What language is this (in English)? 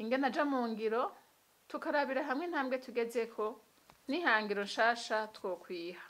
Rundi